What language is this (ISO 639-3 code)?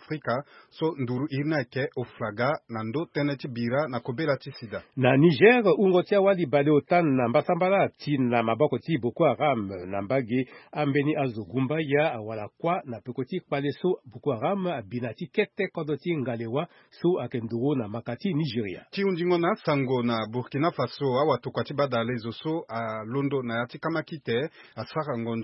sag